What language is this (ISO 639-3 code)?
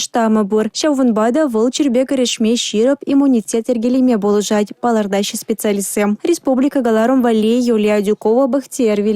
chv